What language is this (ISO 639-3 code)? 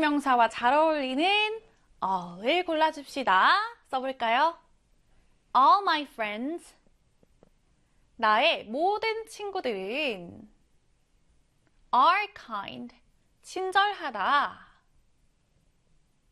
kor